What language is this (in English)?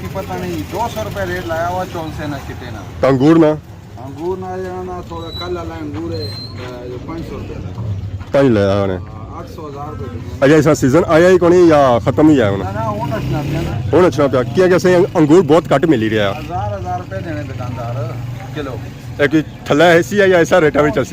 Pahari-Potwari